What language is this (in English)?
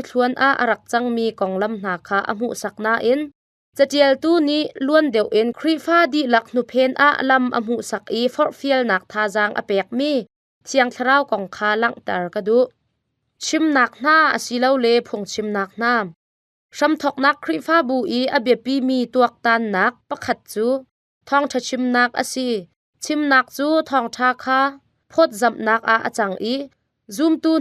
Hakha Chin